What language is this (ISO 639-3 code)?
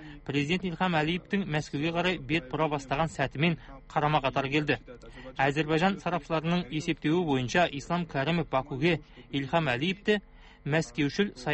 kaz